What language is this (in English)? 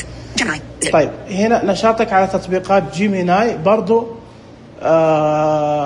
Najdi Arabic